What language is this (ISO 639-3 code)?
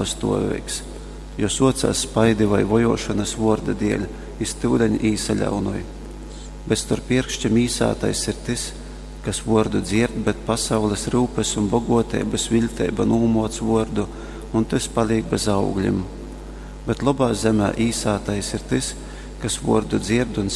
ltg